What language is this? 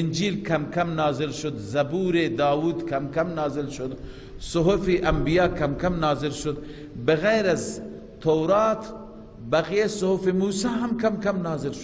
Persian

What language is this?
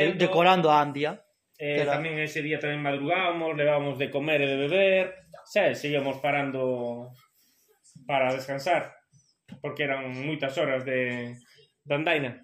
Galician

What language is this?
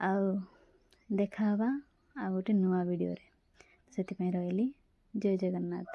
Odia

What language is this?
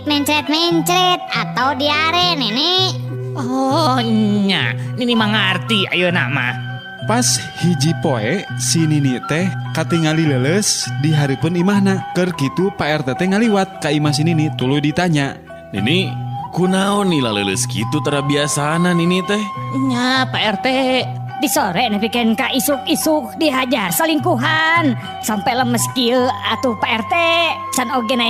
Sundanese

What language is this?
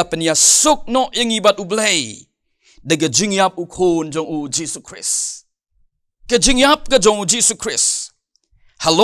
Khasi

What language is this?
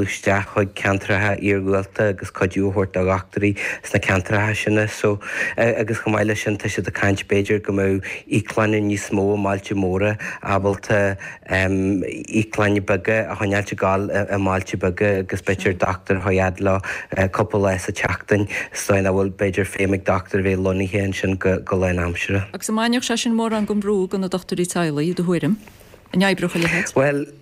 Irish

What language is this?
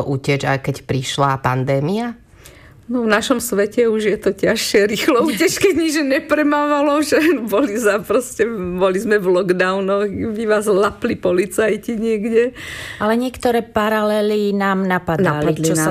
Slovak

